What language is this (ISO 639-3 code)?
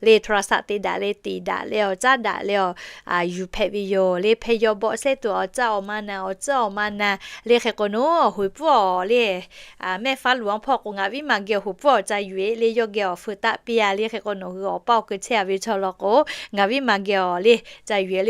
lhu